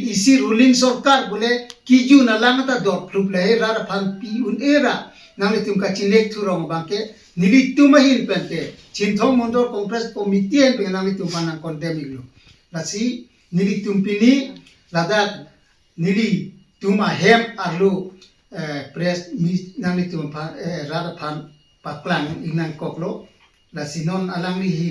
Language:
Karbi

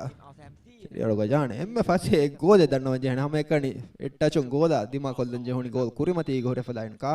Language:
Divehi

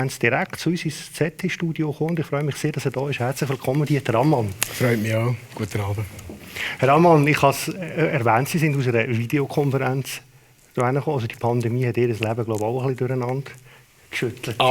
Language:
Swiss German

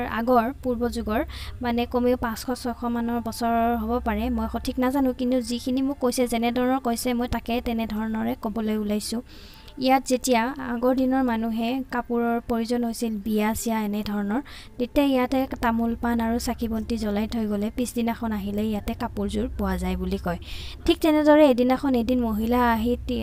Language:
Assamese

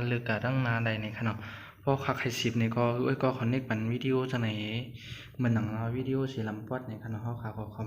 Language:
Shan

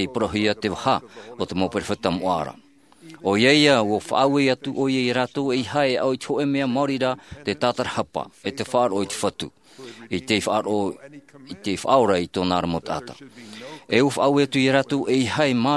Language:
Tahitian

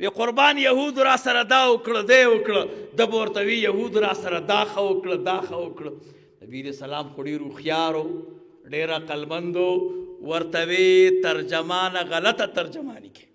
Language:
Pashto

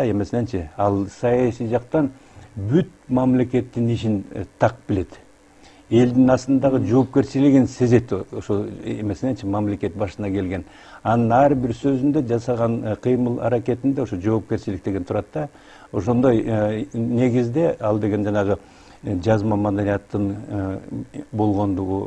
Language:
Kyrgyz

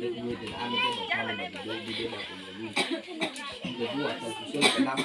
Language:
Nias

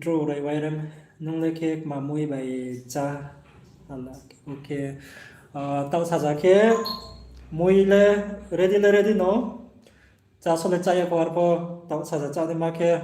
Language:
Riang (India)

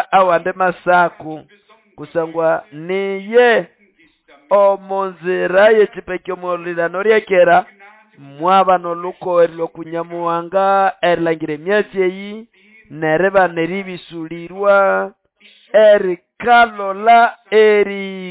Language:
Nande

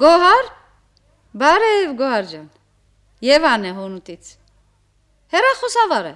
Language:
Armenian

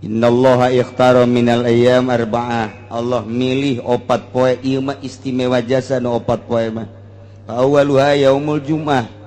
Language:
Sundanese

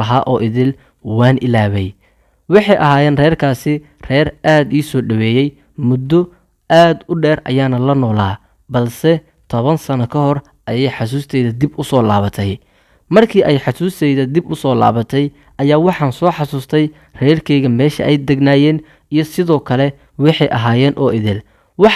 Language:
Somali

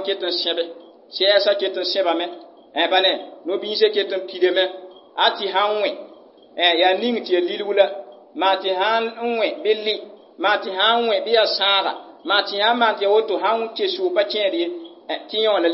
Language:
Mossi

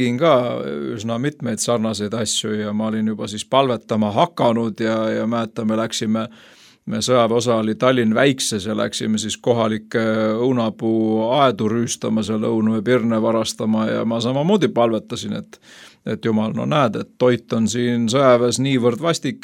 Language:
Estonian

